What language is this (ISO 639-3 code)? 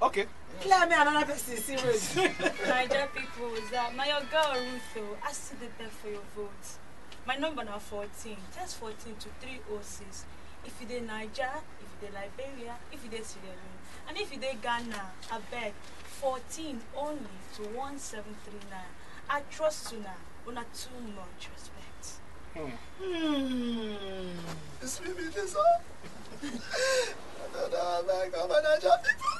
pcm